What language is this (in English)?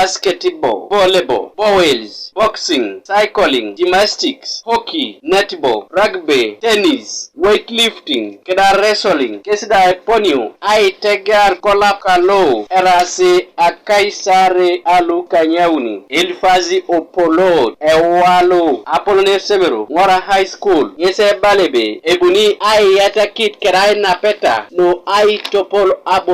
Teso